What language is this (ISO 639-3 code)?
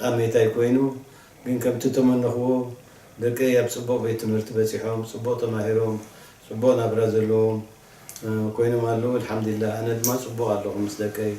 tir